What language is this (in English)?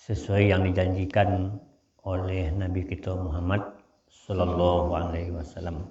Minangkabau